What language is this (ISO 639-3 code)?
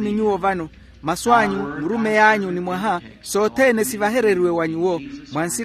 vmw